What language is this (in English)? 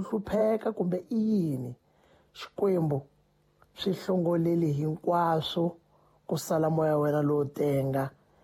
Tsonga